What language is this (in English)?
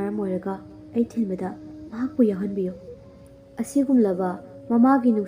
Manipuri